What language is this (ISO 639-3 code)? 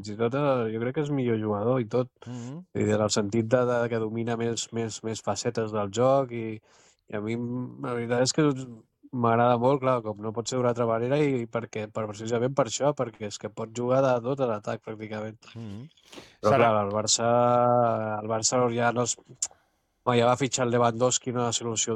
cat